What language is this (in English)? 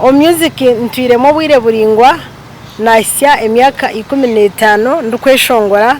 Nyankole